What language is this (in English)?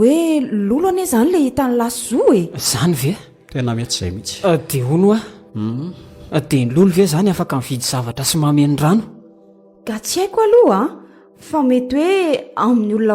Malagasy